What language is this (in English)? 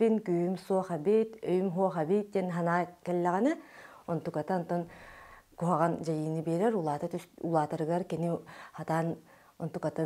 Yakut